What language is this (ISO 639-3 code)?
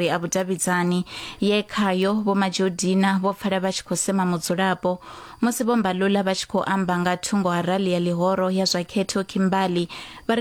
ven